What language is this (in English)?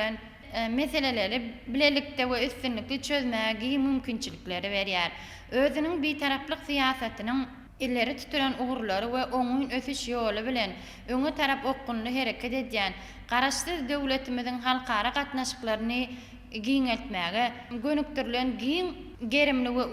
Turkmen